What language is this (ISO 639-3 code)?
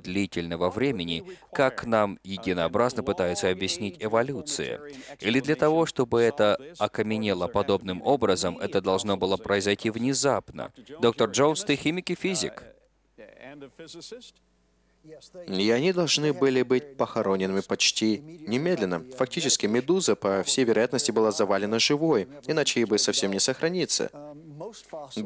rus